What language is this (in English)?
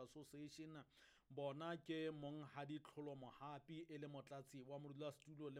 Southern Sotho